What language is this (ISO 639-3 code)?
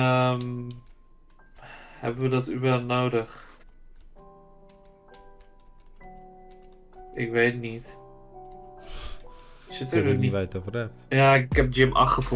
nld